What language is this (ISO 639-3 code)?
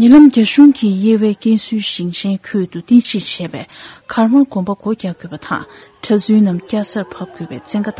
bod